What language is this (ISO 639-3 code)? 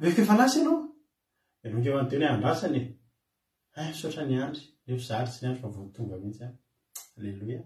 mlg